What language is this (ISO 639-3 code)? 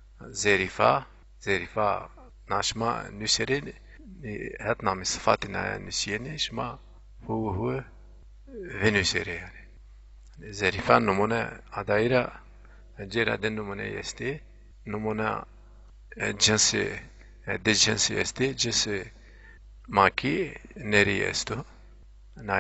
zza